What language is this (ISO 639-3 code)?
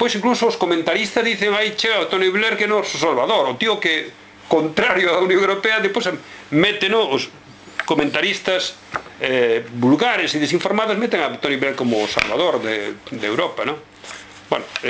glg